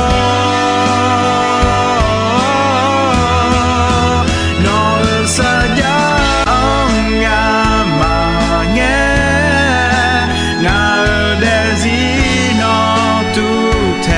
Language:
Akha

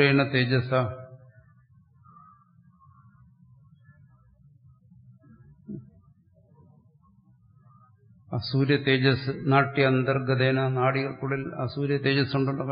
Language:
Malayalam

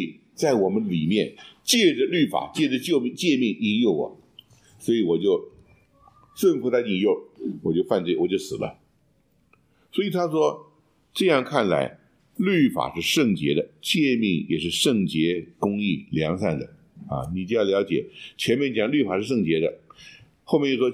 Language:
Chinese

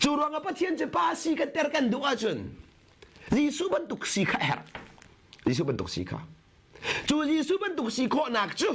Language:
Hakha Chin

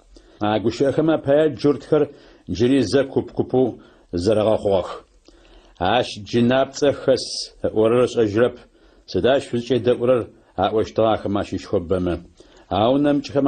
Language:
Adyghe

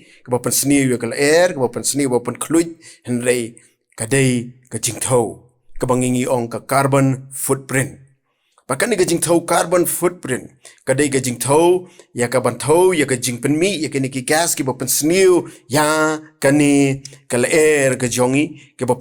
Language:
Khasi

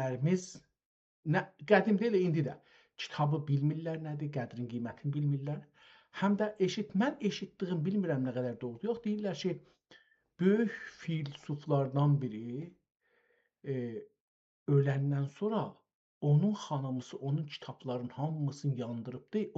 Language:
South Azerbaijani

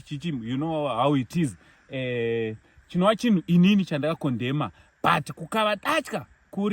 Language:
Shona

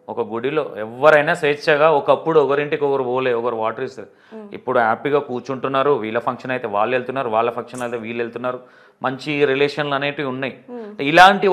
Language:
Telugu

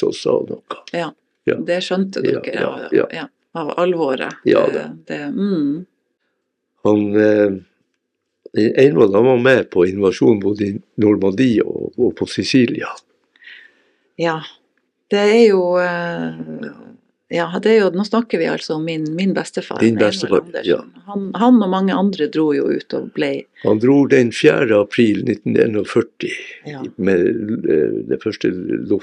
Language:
Norwegian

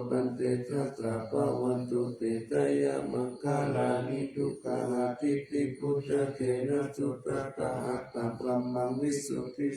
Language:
Pali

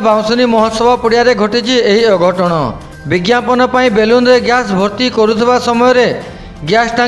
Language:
Odia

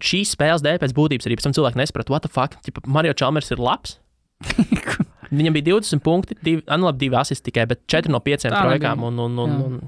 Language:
Latvian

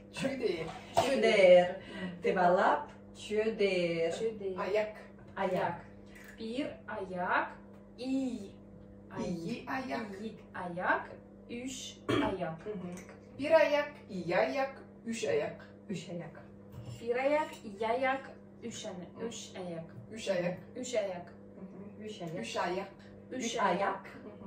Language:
Tuvinian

